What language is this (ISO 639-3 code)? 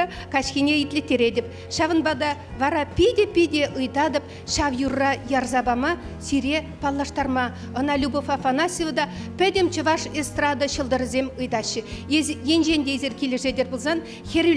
chv